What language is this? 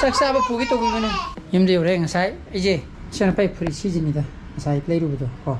Manipuri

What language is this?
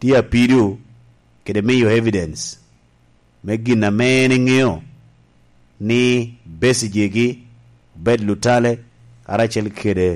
Lango (Uganda)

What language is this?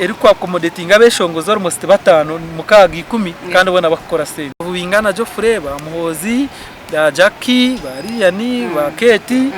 Nyankole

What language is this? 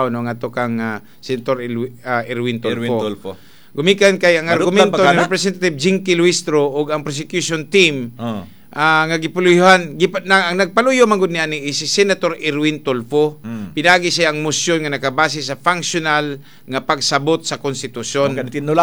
Cebuano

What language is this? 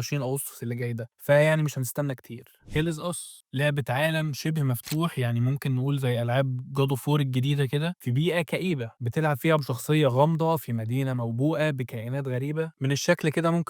Egyptian Arabic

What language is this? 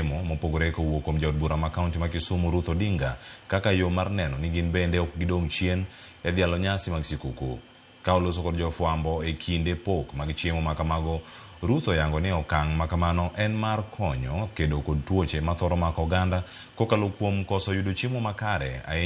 Luo (Kenya and Tanzania)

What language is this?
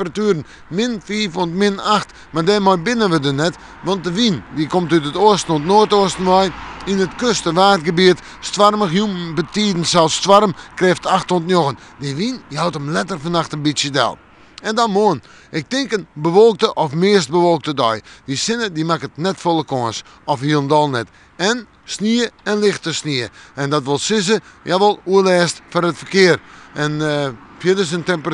Western Frisian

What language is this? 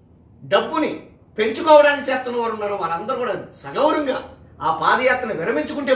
Telugu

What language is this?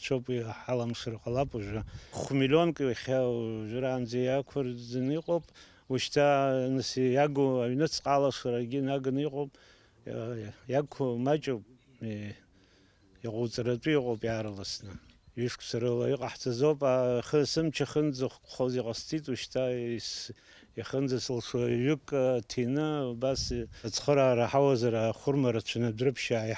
Abkhazian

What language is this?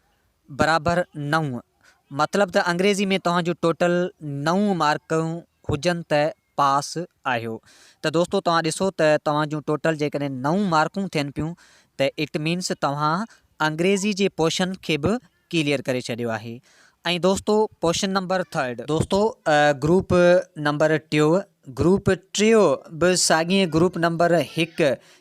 Sindhi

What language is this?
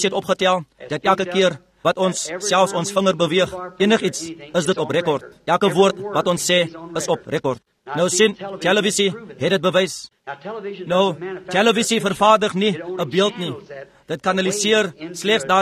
Afrikaans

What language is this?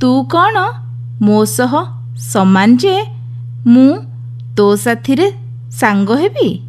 Odia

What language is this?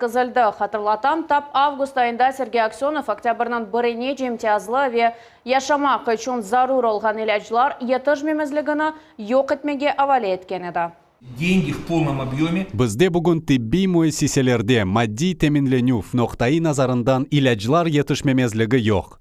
Crimean Tatar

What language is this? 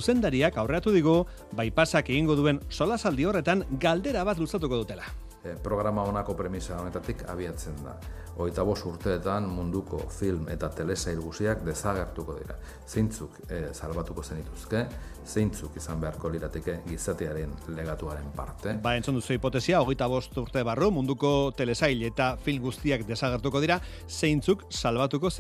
Basque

